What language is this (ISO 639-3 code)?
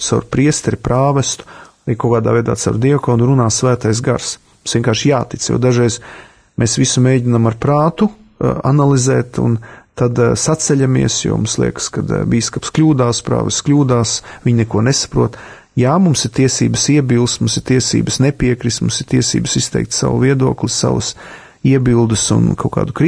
lav